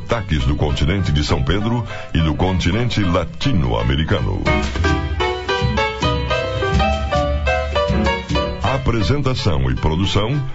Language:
Portuguese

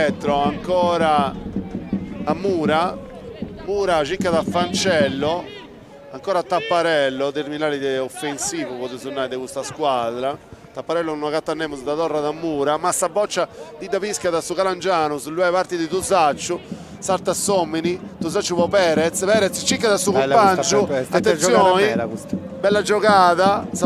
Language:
Sardinian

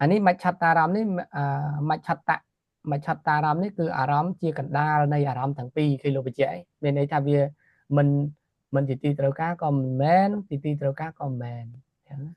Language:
Khmer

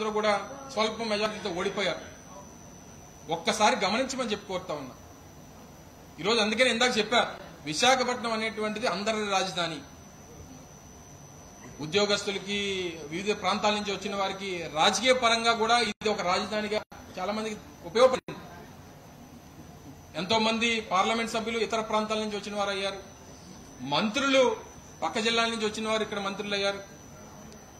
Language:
Telugu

